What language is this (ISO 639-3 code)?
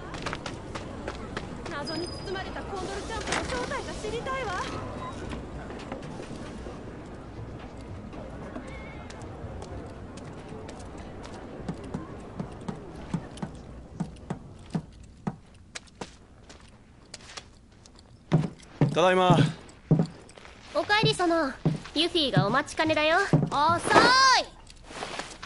jpn